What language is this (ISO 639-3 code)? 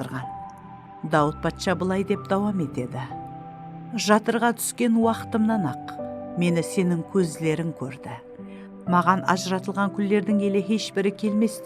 kaa